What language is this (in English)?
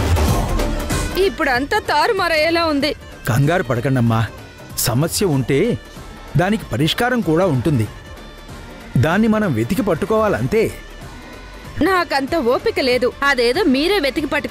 Telugu